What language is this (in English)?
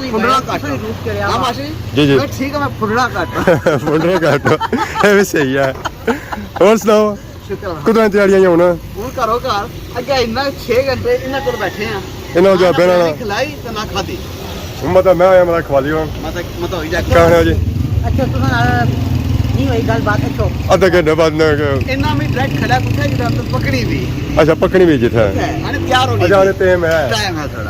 Pahari-Potwari